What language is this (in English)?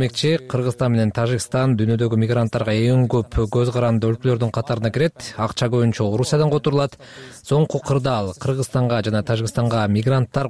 Kyrgyz